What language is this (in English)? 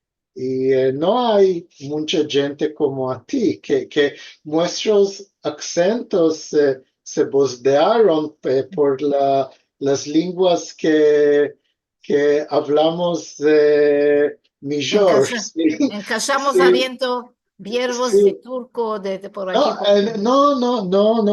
Ladino